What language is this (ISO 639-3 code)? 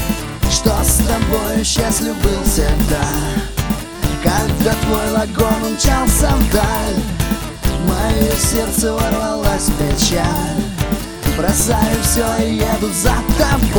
rus